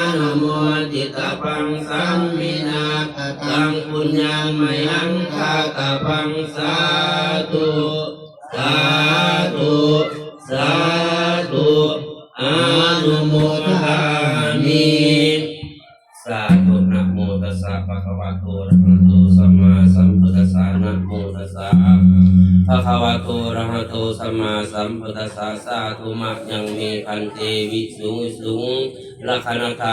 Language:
Pali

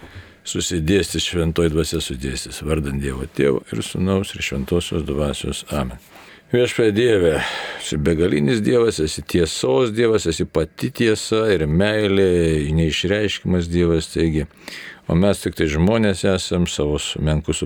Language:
Lithuanian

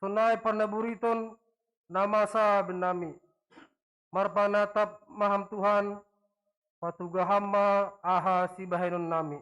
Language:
Batak Simalungun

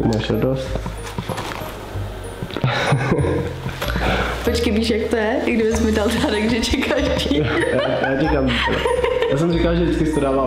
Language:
Czech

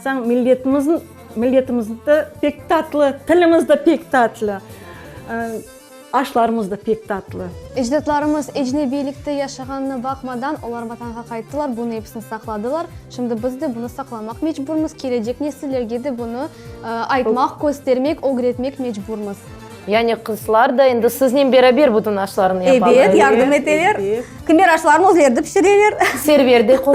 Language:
Crimean Tatar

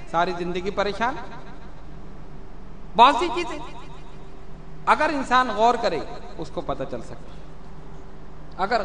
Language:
Urdu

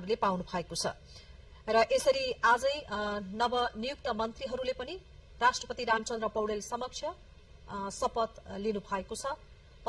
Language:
Nepali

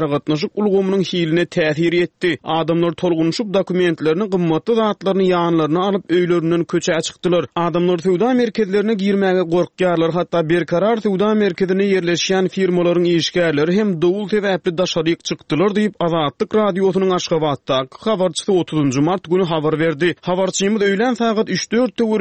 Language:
Turkmen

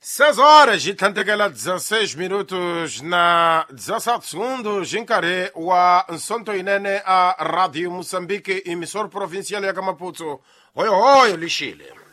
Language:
Tsonga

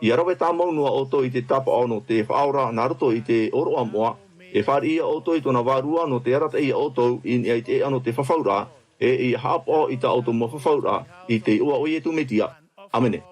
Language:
Tahitian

